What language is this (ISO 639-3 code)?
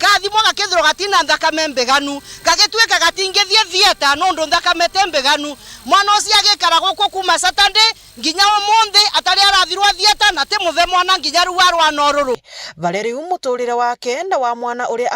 mer